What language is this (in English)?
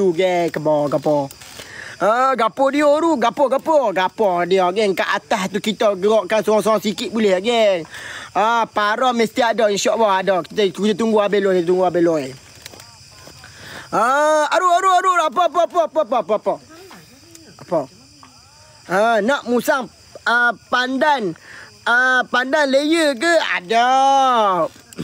Malay